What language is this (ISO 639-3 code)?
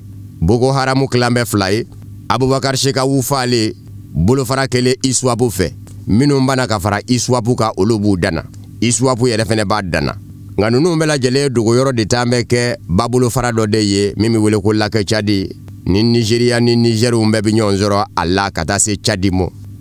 bam